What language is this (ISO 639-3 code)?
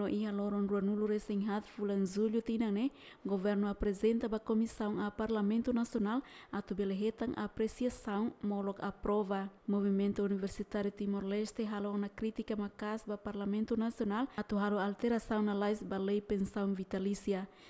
tet